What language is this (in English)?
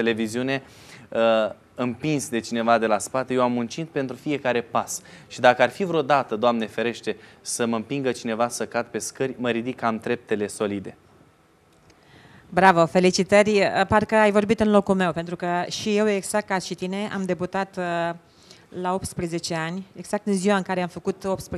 Romanian